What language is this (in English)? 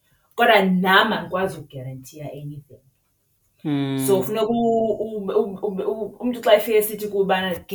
Xhosa